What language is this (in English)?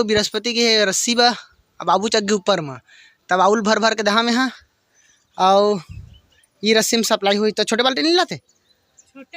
Chhattisgarhi